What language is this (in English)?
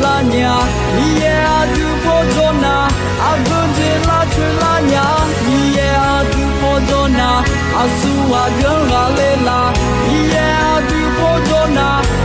Akha